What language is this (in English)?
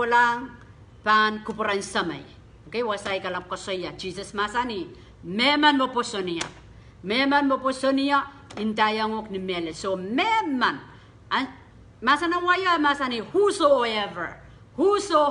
Pohnpeian